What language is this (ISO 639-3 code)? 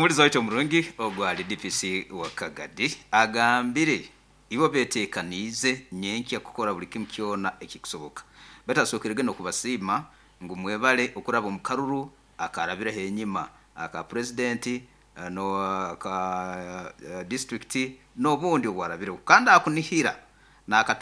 nyn